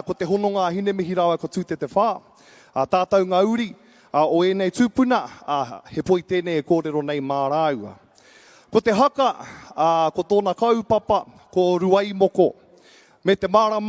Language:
Māori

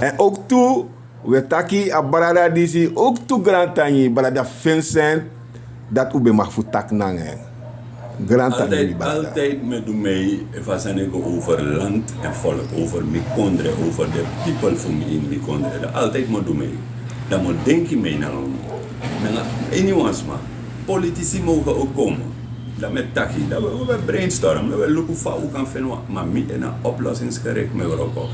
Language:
Sranan Tongo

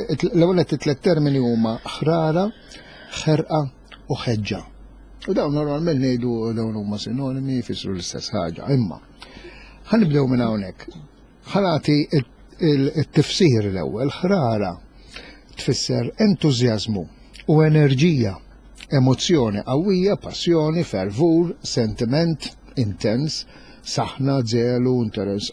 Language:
Maltese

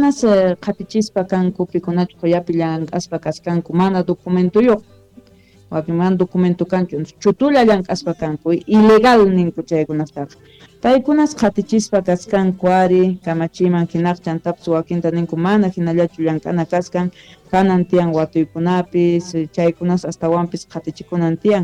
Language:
South Bolivian Quechua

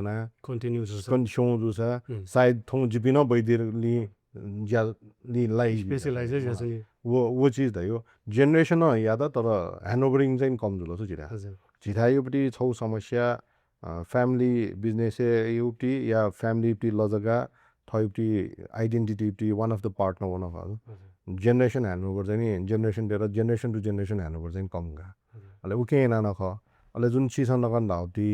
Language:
Newari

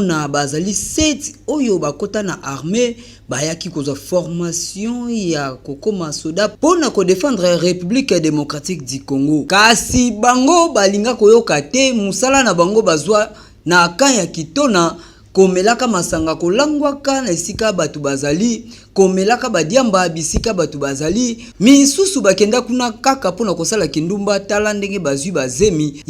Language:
Lingala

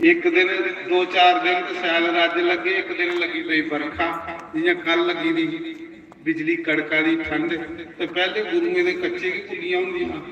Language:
Dogri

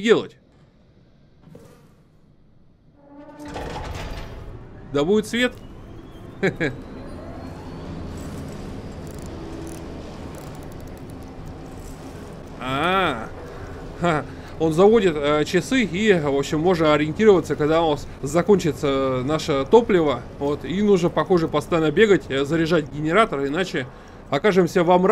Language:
Russian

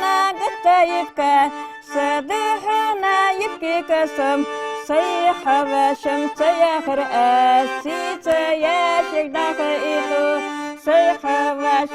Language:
Ingush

